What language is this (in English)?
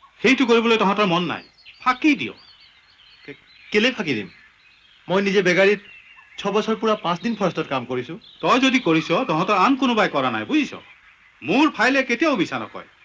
Assamese